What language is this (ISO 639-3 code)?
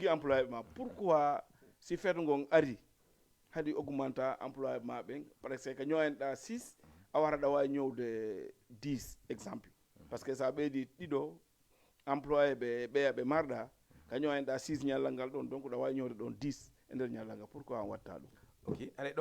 ful